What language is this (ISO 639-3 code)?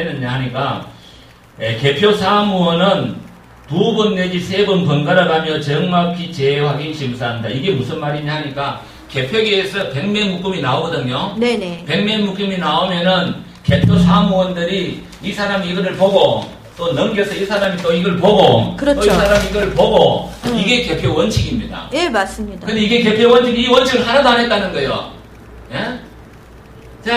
kor